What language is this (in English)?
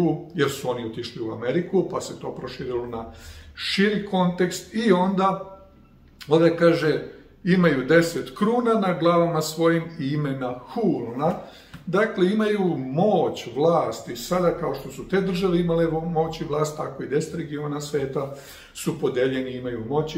Serbian